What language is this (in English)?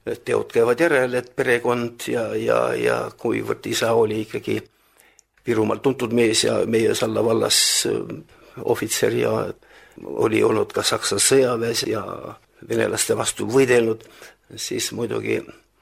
Estonian